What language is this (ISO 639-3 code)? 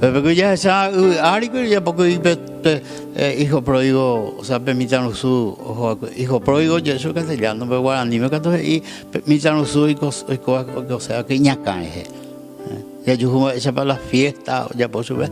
grn